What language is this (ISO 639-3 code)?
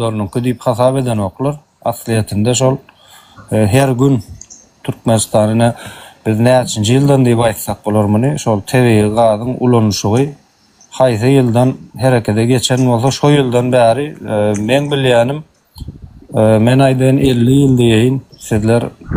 tuk